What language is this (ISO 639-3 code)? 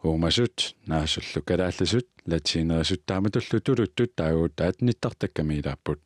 kal